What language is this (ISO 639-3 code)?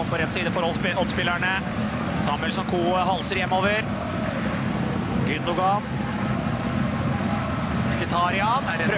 nor